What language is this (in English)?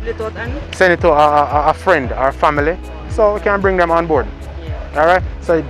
Jamaican Creole English